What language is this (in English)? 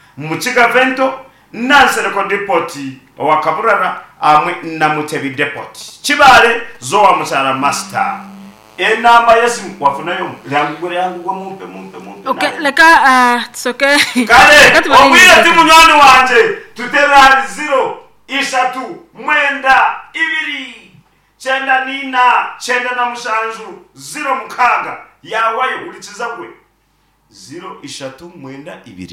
Nyankole